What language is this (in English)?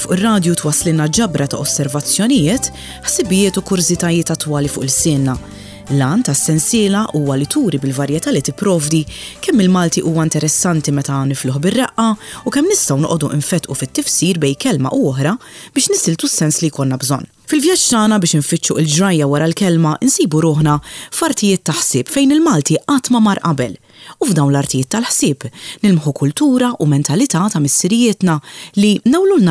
Maltese